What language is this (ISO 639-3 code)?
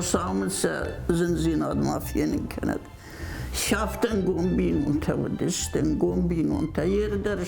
oss